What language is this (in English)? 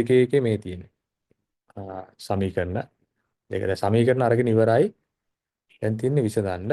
Sinhala